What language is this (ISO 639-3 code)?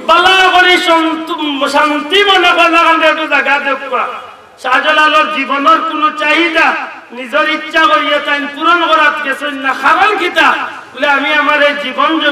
syl